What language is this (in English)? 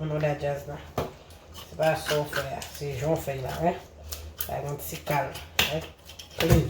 Haitian Creole